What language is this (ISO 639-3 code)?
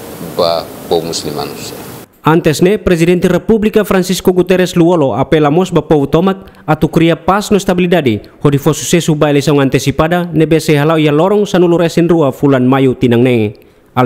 tet